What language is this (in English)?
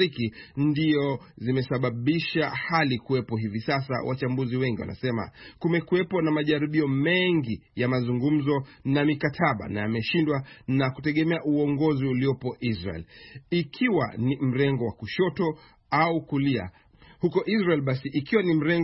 Swahili